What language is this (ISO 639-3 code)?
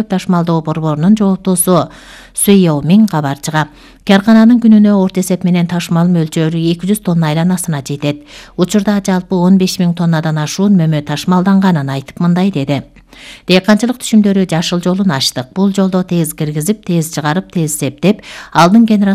kir